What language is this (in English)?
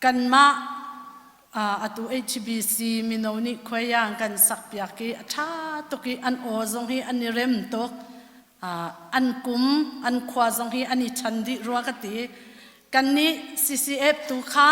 Hakha Chin